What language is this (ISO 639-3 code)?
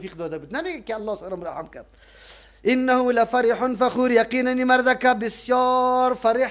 fas